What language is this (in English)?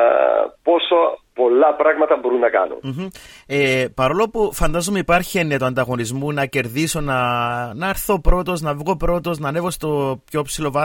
Greek